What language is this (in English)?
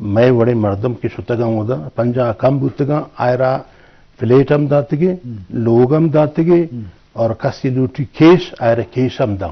Eastern Balochi